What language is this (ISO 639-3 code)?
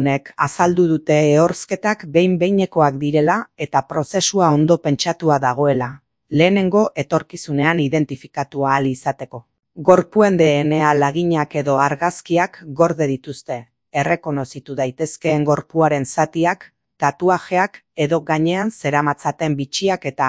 eus